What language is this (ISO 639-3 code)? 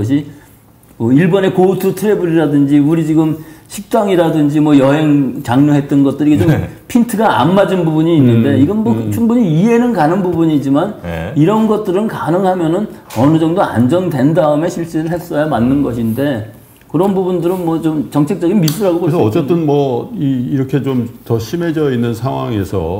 kor